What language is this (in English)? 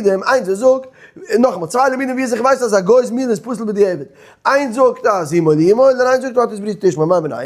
Yiddish